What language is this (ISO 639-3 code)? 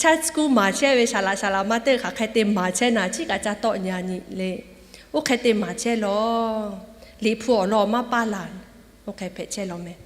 lhu